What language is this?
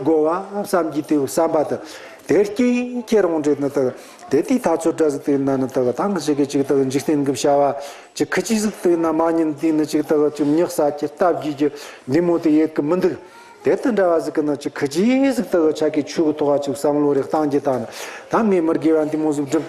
Tibetan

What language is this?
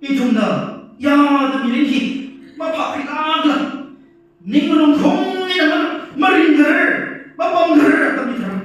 Tangkhul Naga (India)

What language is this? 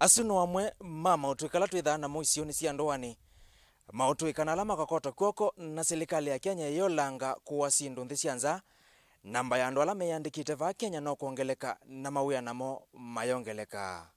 Kamba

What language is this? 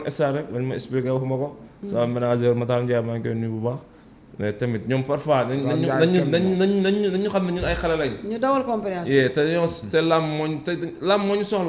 Wolof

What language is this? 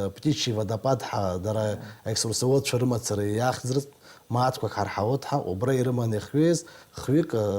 Abkhazian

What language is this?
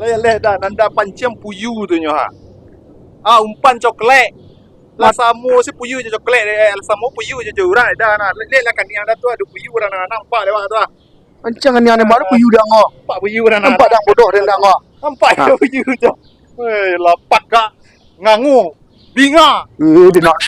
Minangkabau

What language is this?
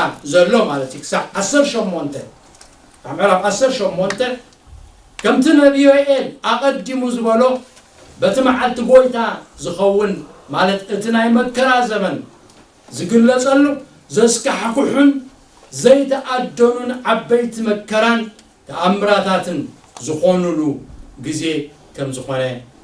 Tigrinya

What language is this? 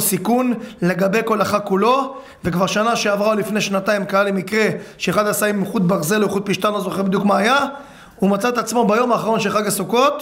Hebrew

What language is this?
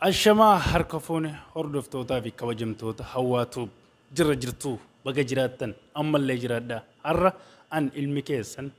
Oromo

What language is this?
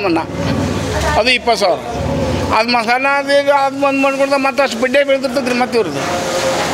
Kannada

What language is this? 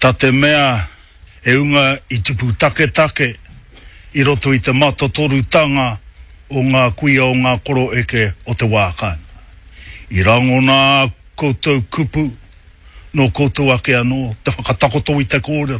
Māori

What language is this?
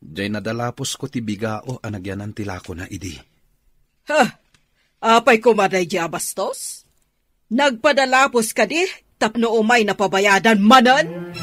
Iloko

